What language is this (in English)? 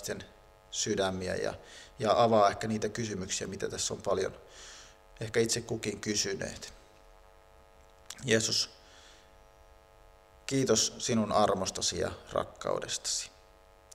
Finnish